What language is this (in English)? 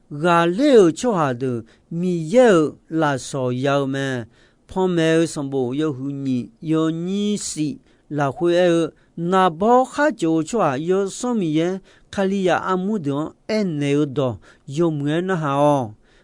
Akha